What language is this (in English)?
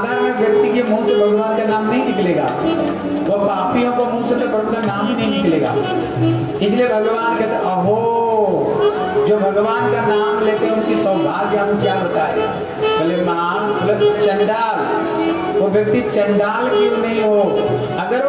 Hindi